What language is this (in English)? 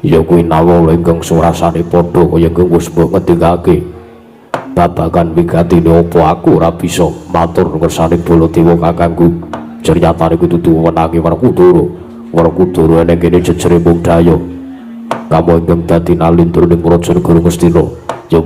Javanese